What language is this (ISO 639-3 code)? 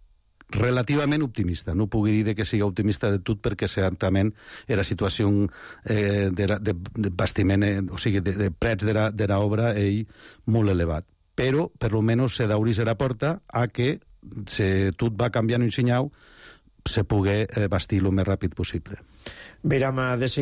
cat